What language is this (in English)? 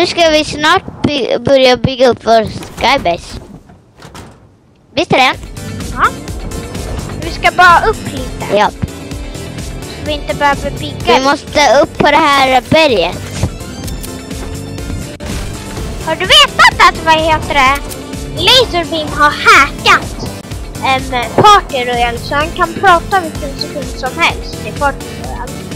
Swedish